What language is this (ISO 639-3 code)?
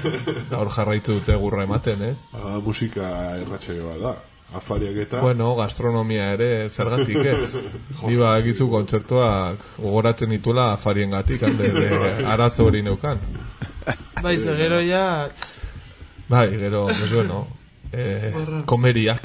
eus